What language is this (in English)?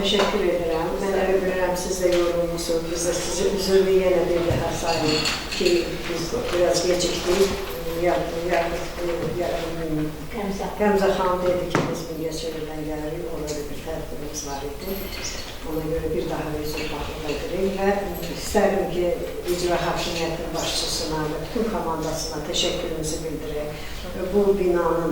Azerbaijani